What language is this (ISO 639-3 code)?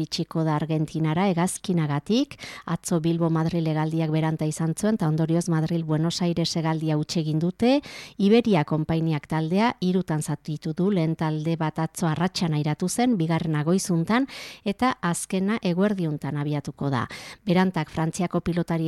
eus